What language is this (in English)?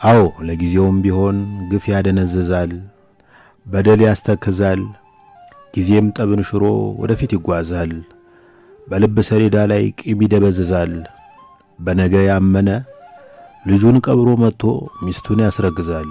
Amharic